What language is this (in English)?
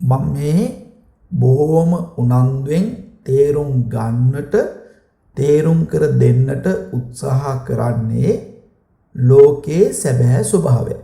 Sinhala